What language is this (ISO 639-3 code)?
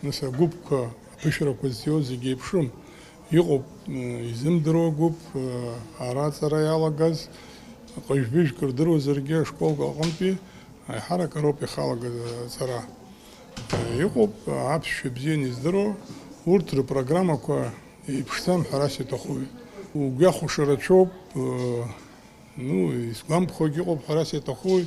abk